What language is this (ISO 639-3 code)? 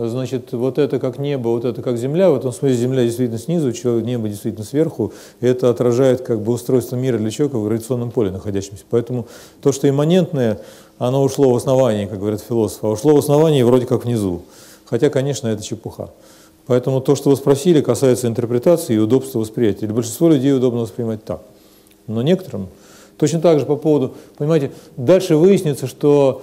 rus